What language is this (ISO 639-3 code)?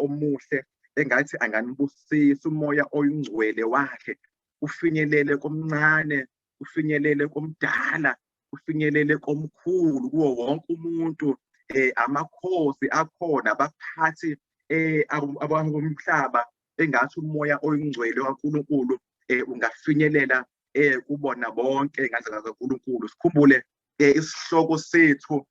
zul